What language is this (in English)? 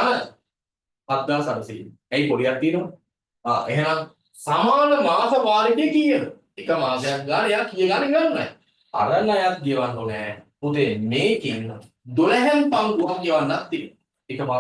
Sinhala